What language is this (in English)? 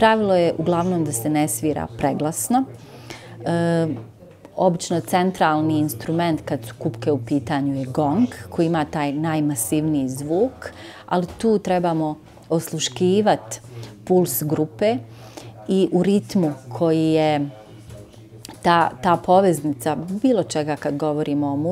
Bosnian